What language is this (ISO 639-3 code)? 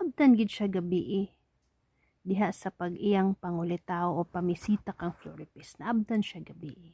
ceb